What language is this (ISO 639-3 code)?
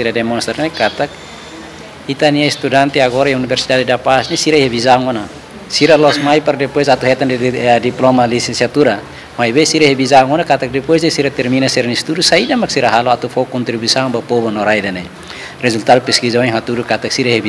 tet